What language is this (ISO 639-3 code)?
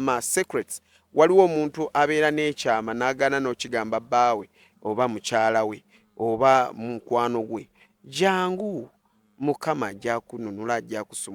lug